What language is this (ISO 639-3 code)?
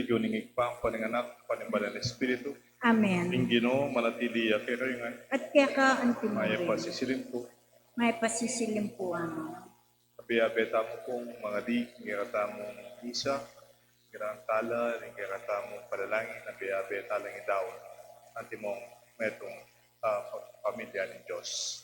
pam